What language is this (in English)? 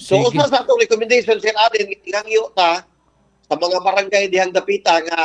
Cebuano